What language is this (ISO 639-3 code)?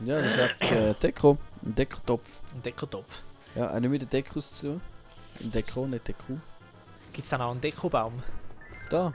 gsw